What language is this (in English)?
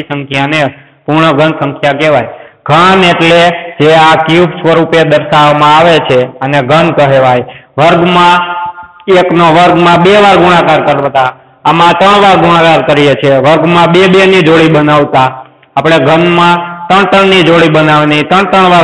Gujarati